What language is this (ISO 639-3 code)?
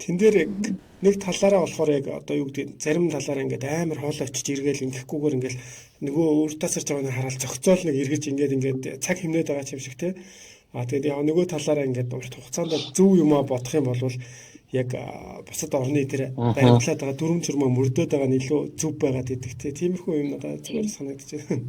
mon